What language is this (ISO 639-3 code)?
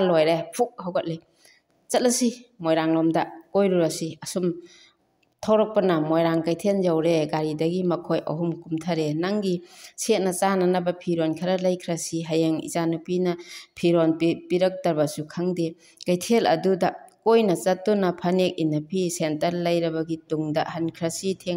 mni